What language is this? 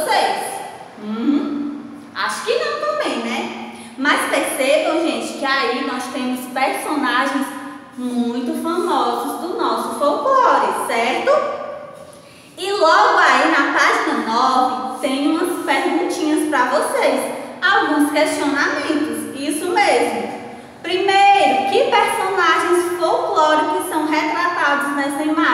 Portuguese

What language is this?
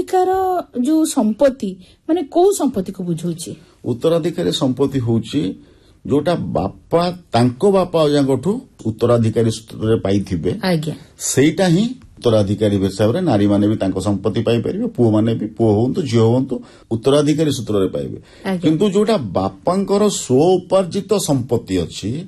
Odia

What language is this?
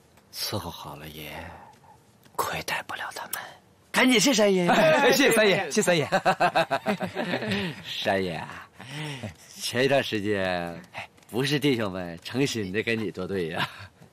Chinese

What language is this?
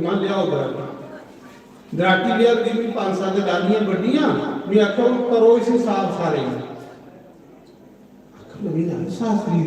Dogri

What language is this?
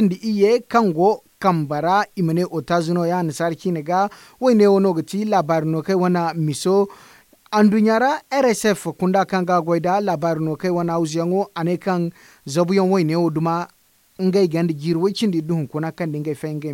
Zarma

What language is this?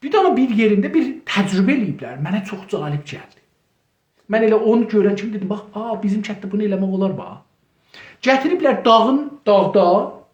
South Azerbaijani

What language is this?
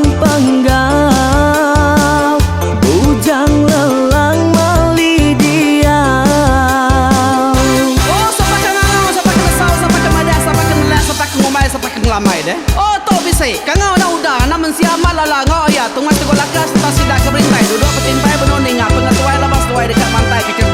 Iban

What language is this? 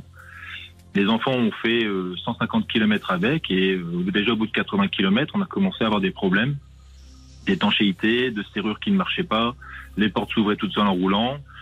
French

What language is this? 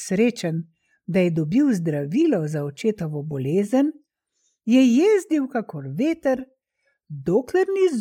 Slovenian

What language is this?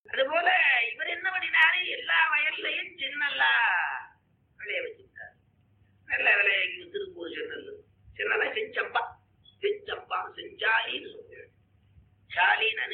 Tamil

